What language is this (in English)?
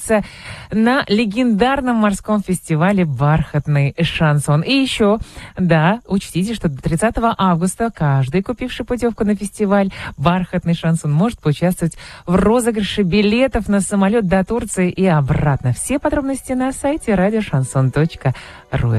Russian